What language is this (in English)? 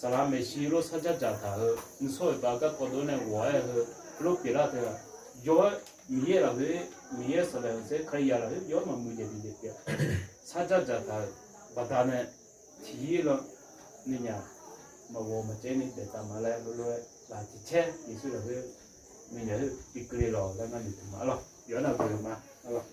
Akha